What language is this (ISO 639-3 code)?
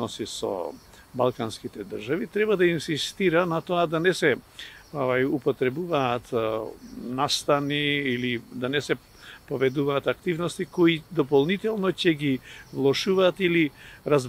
mkd